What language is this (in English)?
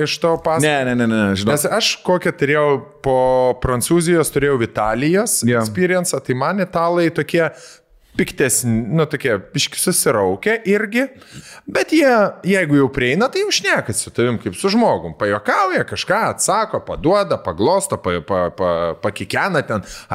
Lithuanian